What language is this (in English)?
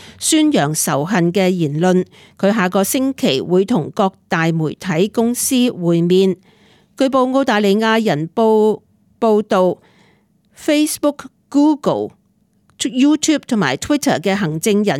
Cantonese